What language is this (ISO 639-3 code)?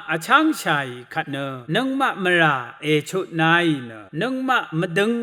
raw